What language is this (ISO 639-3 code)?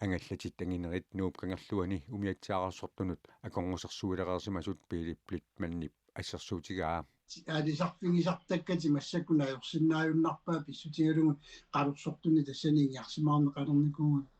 kal